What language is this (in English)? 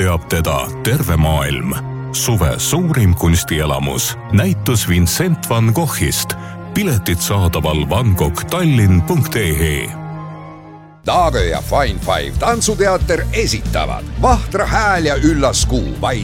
Estonian